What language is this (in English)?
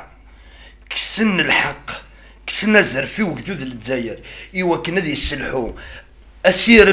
Kabyle